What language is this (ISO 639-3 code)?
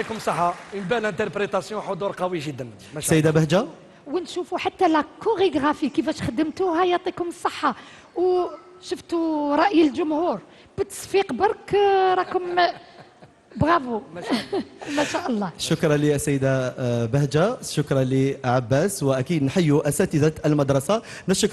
arq